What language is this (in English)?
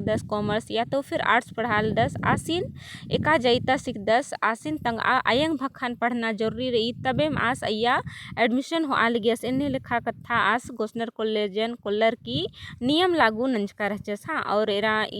Kurukh